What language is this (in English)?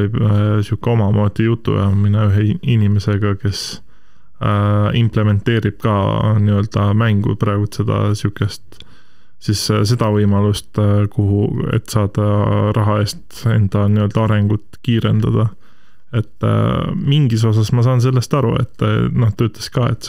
Estonian